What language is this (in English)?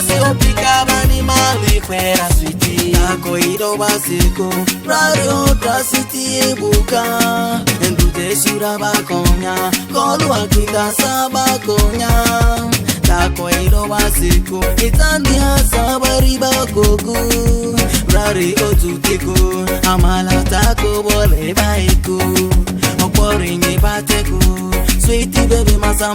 Ma'di